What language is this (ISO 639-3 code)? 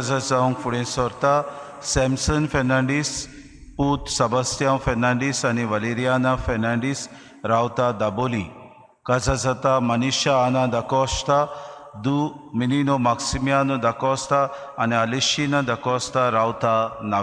kok